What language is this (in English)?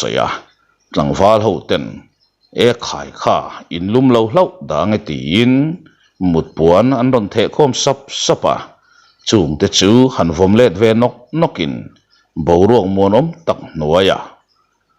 Mizo